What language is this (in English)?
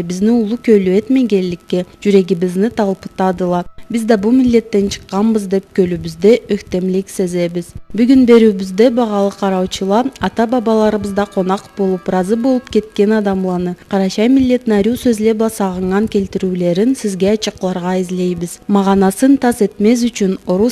Karachay-Balkar